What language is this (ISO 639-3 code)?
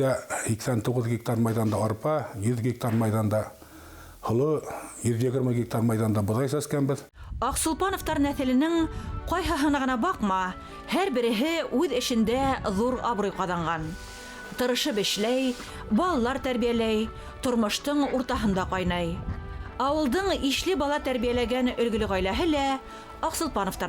bak